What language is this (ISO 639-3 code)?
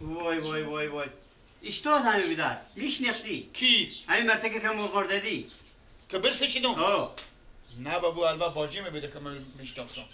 fas